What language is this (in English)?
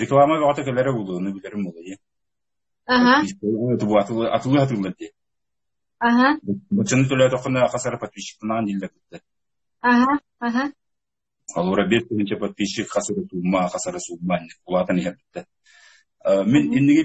Yakut